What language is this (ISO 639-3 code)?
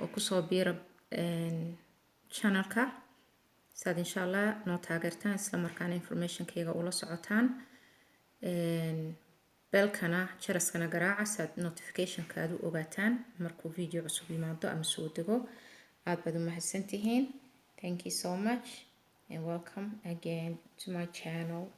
som